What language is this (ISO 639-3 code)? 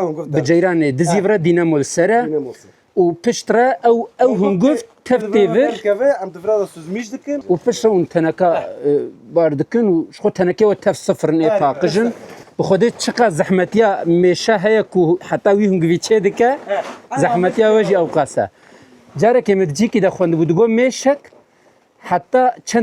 kur